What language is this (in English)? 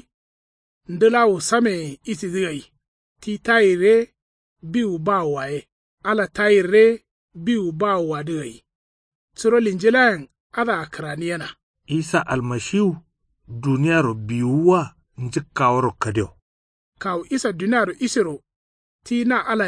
Kanuri